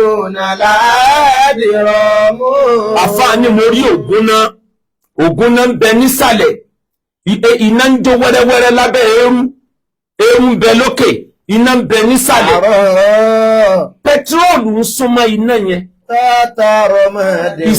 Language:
Yoruba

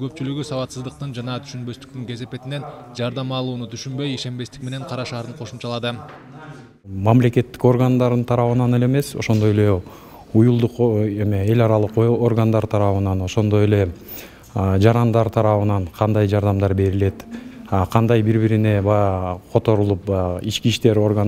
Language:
Kyrgyz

